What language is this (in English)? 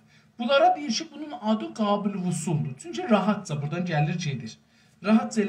South Azerbaijani